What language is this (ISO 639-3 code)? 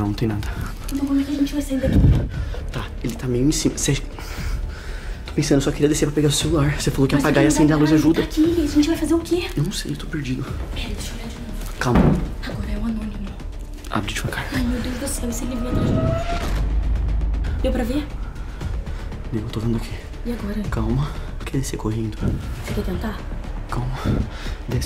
por